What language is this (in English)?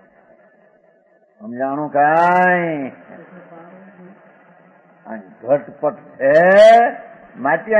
Gujarati